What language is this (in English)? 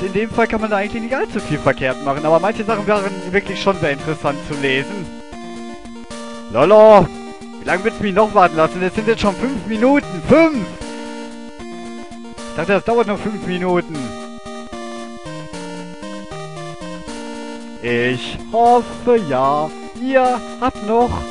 German